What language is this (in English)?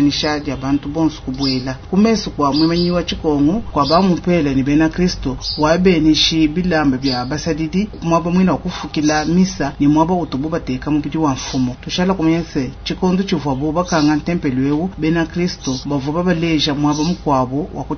Luba-Lulua